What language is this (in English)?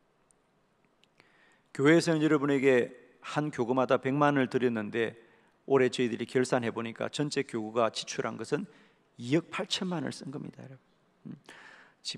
Korean